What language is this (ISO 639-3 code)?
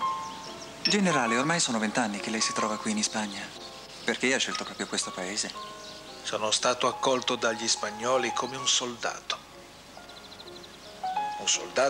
ita